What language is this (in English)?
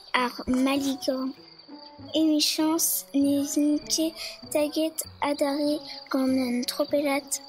Breton